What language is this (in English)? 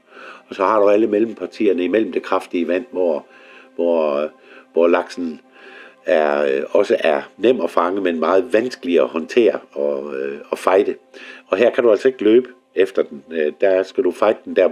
Danish